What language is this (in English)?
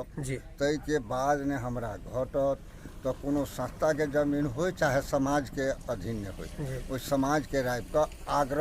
Maithili